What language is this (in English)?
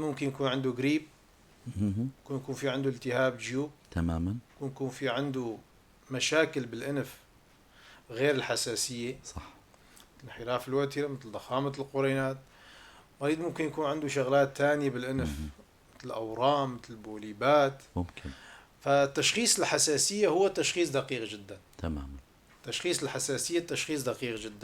North Levantine Arabic